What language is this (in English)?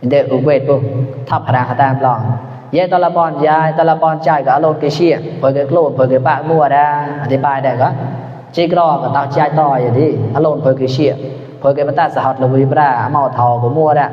Mon